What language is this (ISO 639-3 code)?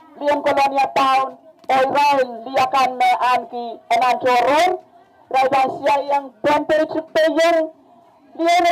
pon